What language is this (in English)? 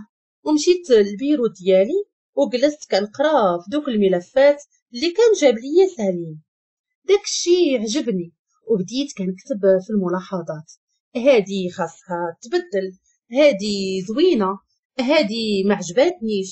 Moroccan Arabic